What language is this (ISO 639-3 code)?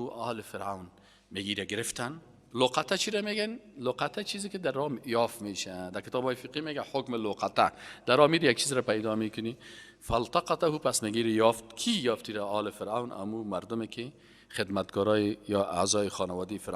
fas